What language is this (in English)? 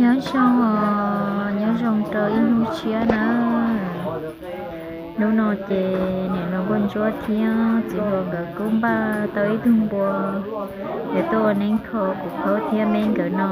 Hmong